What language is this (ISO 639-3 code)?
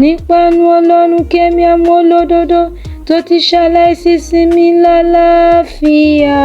yor